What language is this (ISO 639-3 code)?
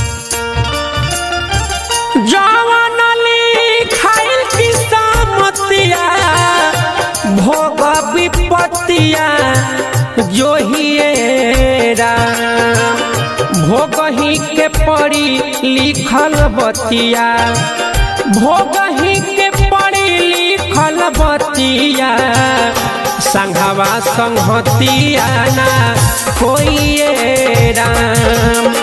bho